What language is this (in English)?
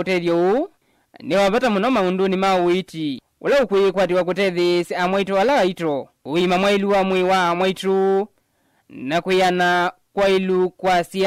Kamba